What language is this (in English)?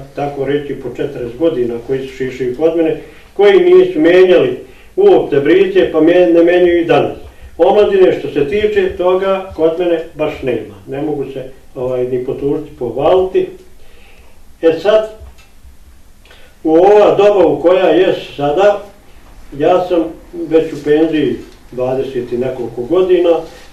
Bosnian